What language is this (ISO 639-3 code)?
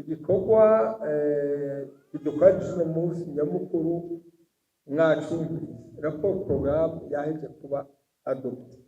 run